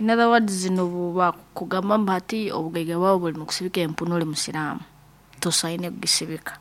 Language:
Nyankole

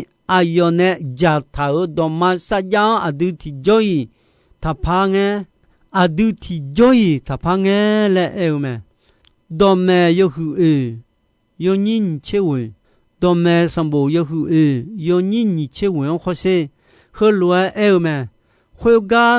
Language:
Akha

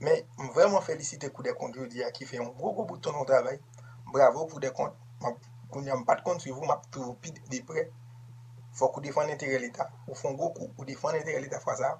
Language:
Haitian Creole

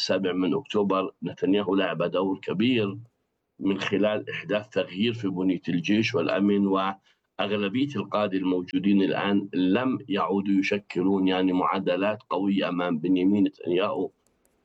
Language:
Arabic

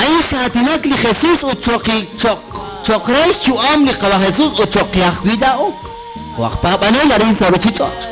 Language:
Kekchí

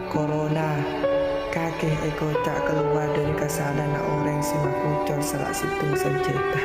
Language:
Madurese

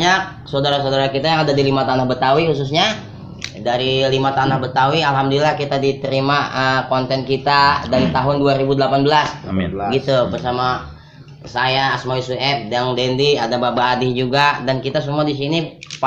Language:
Betawi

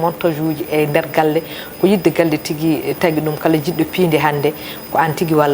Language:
Fula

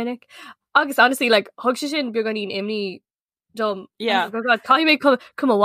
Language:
Irish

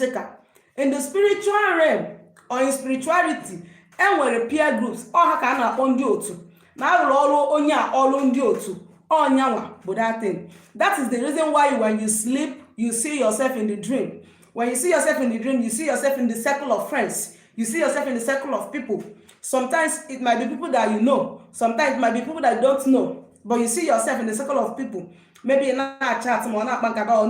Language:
Igbo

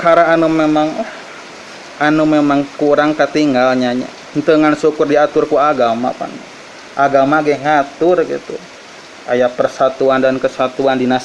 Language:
Sundanese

